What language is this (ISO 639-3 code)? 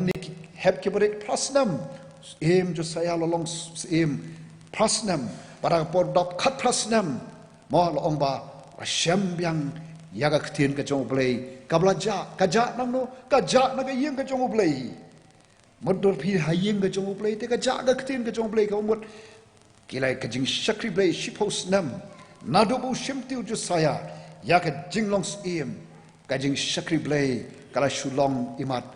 kha